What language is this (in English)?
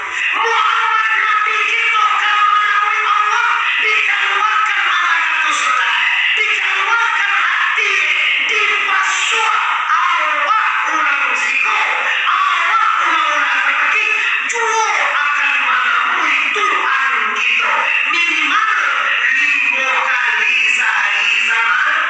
Minangkabau